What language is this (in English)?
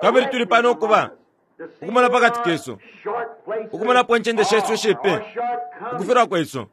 Bemba